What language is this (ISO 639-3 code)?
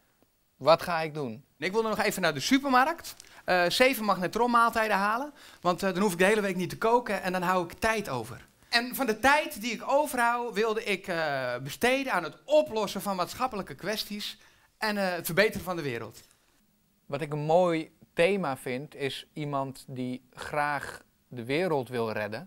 nld